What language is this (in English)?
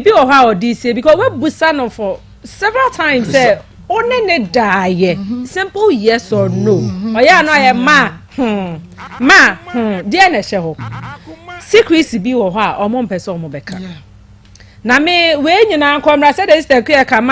Akan